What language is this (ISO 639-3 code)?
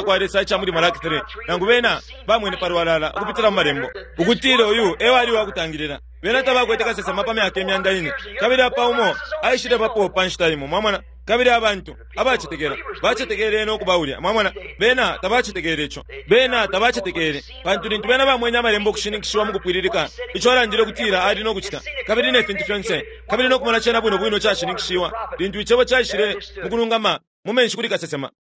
bem